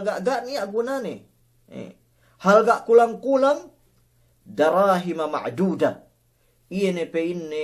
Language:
Yakan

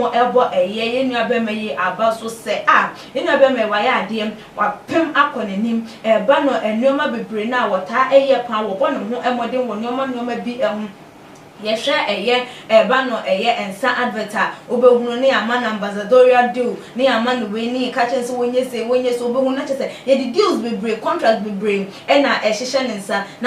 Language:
Akan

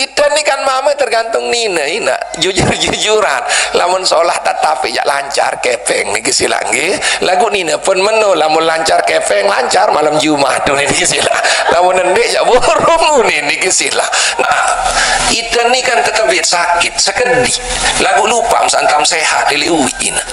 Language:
Sasak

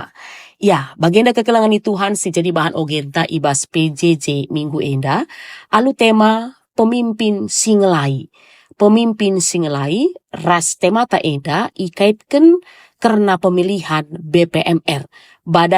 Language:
Batak Karo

